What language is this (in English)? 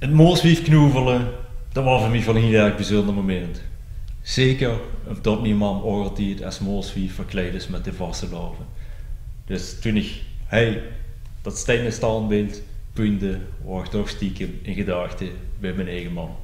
Limburgish